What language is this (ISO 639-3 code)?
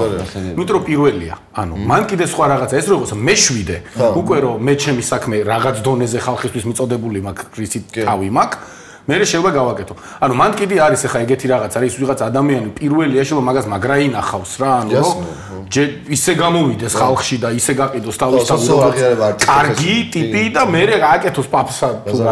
kat